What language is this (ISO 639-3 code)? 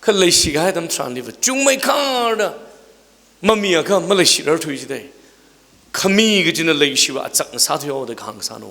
nmf